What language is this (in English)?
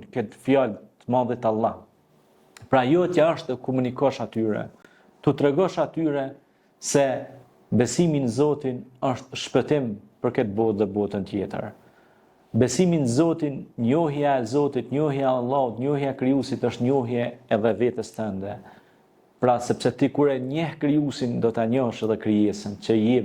Albanian